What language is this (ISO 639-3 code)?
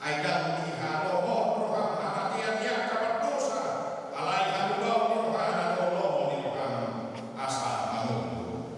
bbc